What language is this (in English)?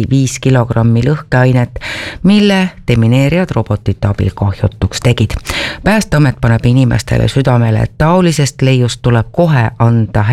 Estonian